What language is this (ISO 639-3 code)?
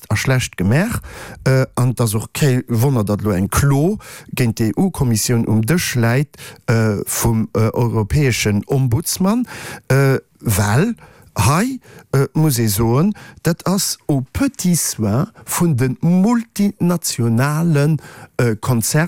ltz